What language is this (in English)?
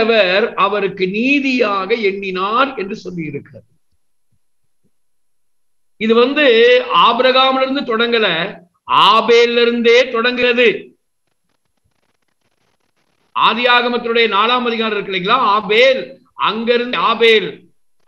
Tamil